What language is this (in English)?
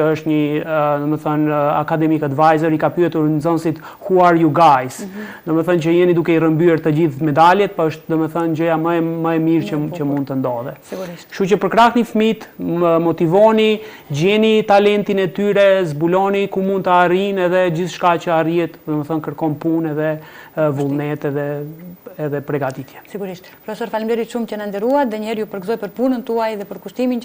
Albanian